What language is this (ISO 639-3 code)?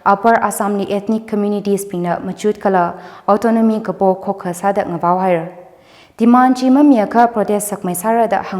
nmf